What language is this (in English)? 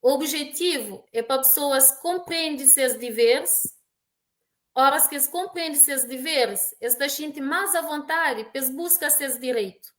Kabuverdianu